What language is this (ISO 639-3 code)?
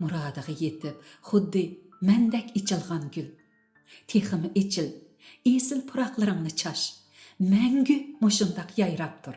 uig